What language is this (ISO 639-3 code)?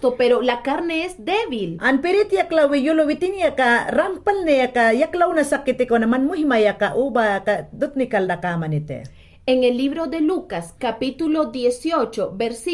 yan